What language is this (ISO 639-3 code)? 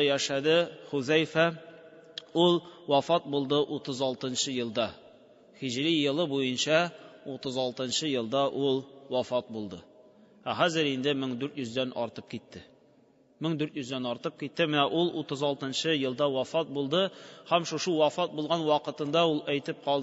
tat